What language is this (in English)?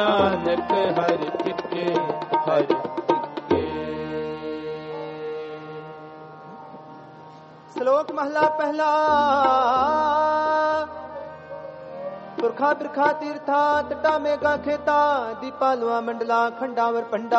Punjabi